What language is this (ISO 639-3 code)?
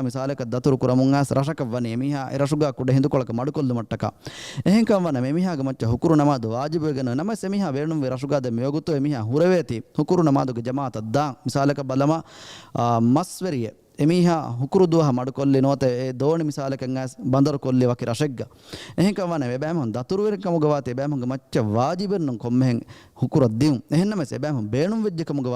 div